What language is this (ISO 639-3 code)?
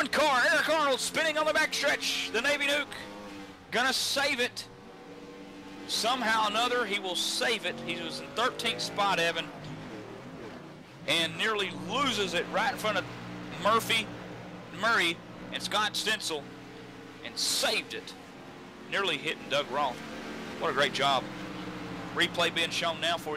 eng